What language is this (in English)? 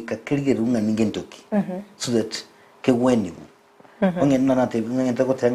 Gusii